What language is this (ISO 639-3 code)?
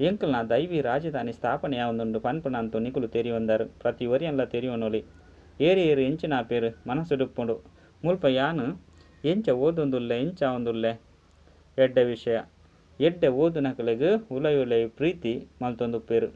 tcy